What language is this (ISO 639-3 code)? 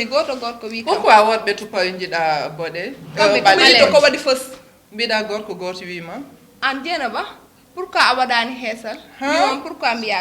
ful